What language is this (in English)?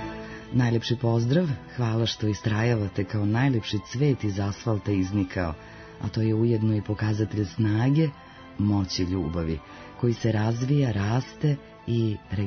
Serbian